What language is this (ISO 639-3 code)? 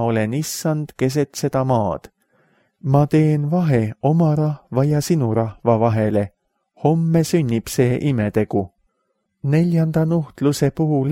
est